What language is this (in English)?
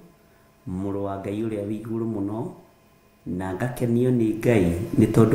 Kikuyu